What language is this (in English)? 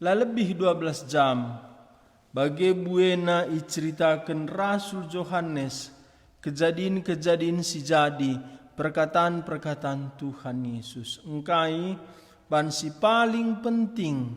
Batak Karo